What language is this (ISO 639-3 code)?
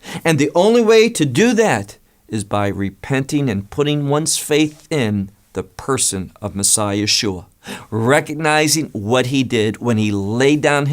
eng